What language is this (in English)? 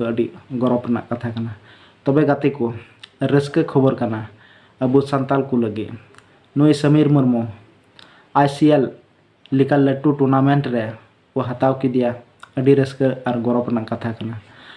Santali